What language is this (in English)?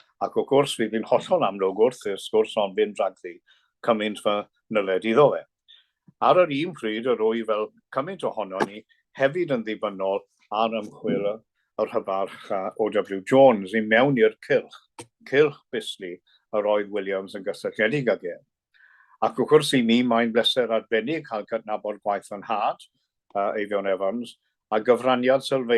Welsh